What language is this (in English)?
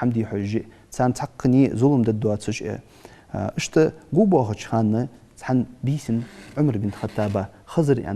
Ingush